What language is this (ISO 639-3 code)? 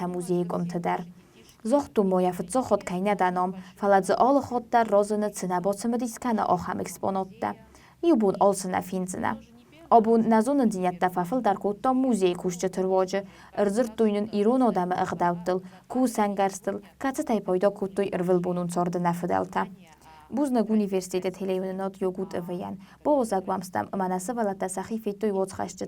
oss